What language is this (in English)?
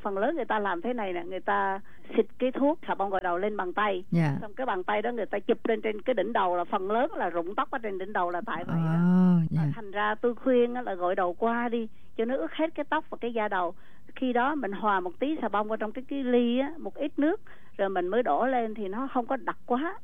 Vietnamese